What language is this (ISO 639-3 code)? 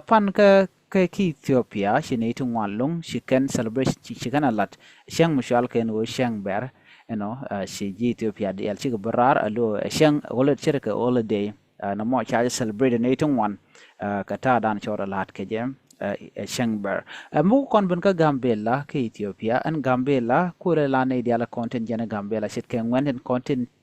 nus